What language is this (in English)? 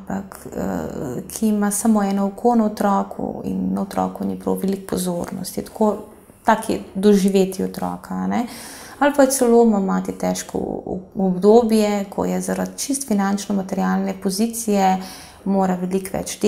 Slovenian